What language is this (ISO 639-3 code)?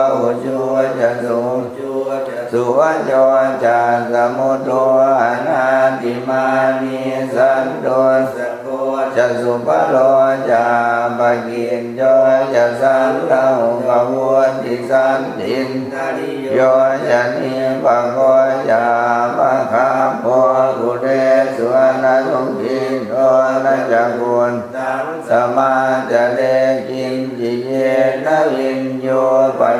pli